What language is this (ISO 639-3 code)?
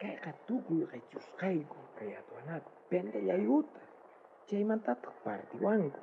quh